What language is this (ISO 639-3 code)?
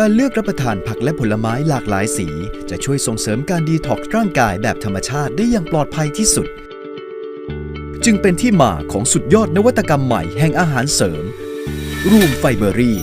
lao